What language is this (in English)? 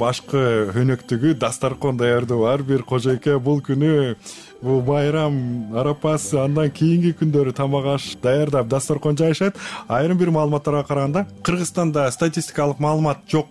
Kyrgyz